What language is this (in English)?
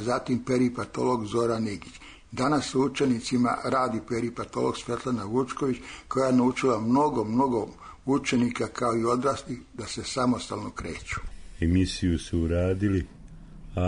Serbian